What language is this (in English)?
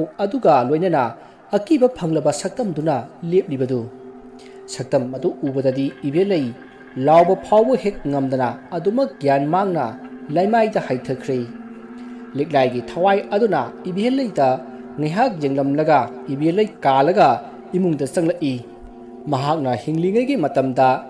Manipuri